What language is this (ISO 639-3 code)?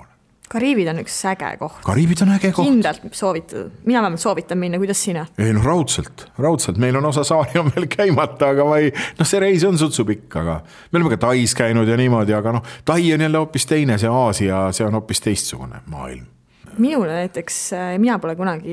est